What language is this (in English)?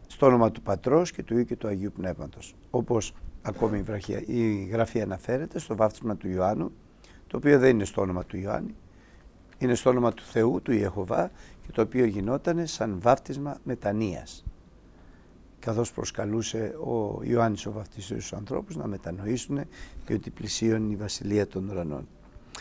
Greek